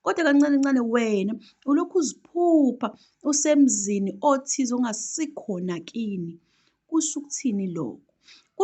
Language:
Zulu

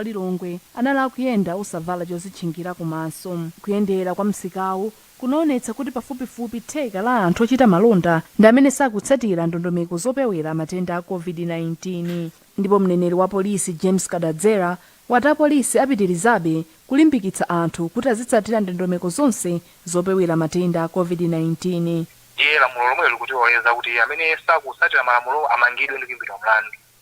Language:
Nyanja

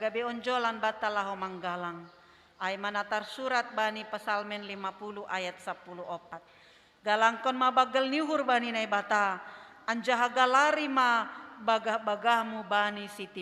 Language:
Batak Simalungun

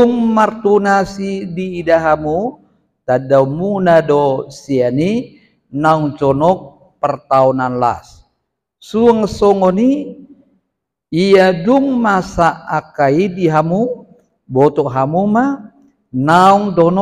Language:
Batak Toba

